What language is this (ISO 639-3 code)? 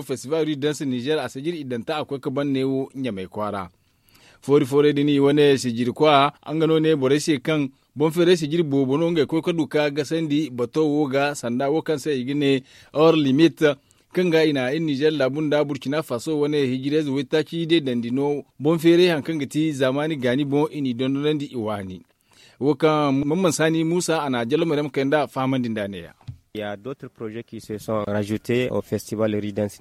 dje